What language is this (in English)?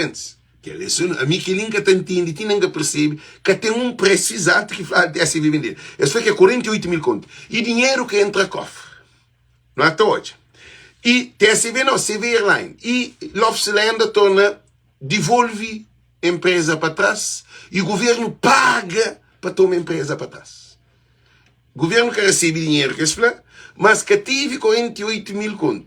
Kabuverdianu